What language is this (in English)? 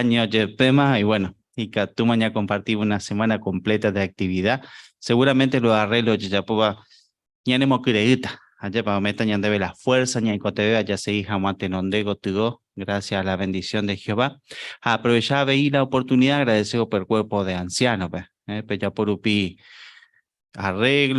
Guarani